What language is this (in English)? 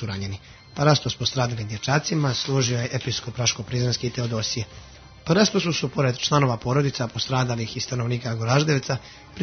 Serbian